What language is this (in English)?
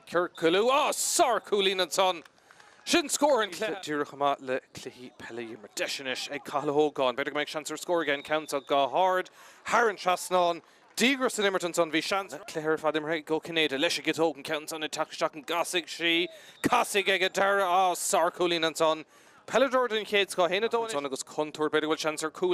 Irish